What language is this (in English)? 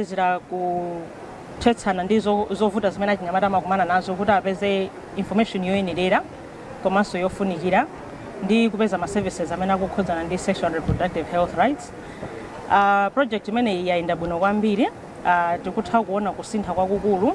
Nyanja